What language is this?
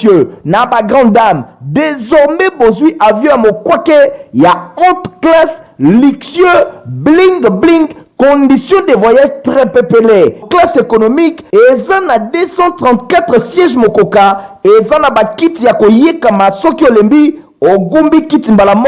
Lingala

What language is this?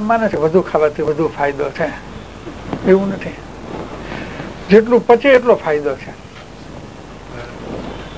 Gujarati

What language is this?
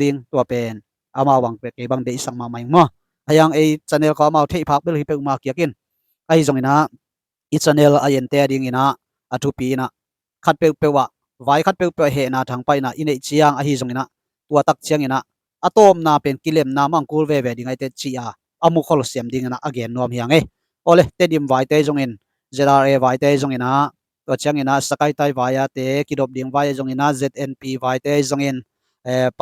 Tedim Chin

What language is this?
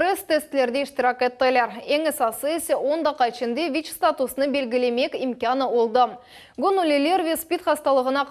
Crimean Tatar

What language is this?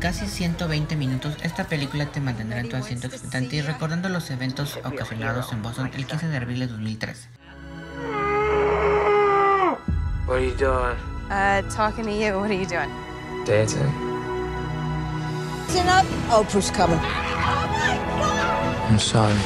Spanish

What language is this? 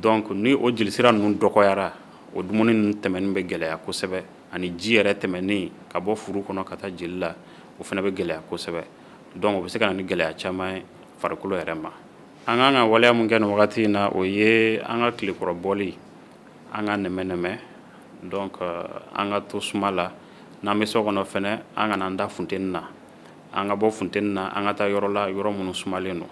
Bambara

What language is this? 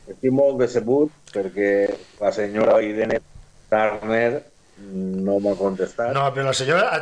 Catalan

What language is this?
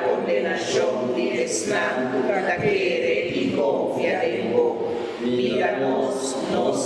Papiamento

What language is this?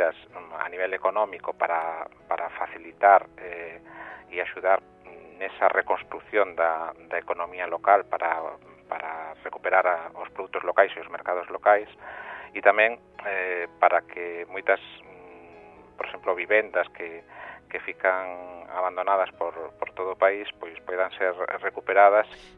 Galician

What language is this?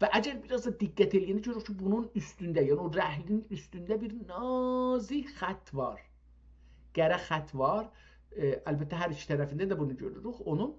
South Azerbaijani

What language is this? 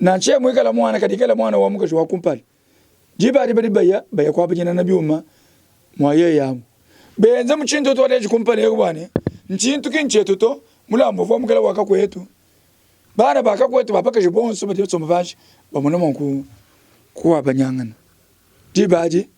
Luba-Lulua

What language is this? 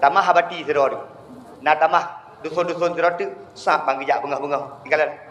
Achinese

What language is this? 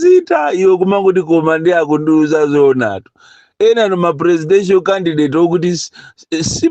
Nyanja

